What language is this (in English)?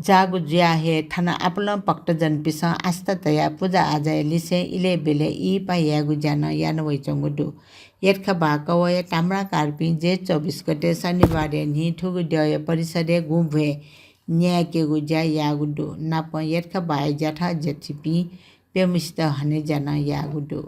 Newari